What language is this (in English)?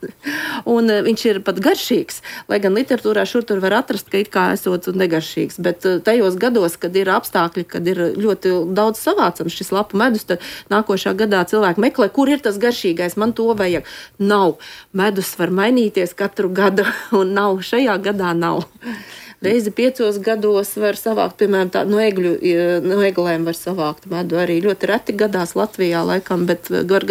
Latvian